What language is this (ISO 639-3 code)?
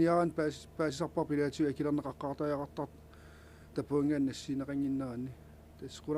kal